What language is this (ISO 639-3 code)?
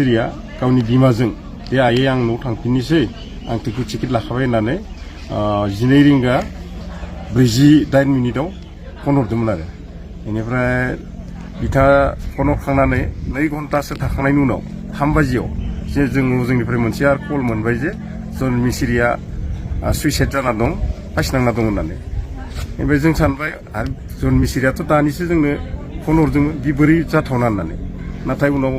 brx